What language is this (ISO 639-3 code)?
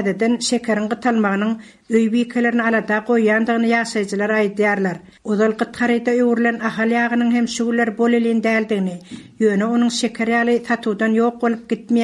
tuk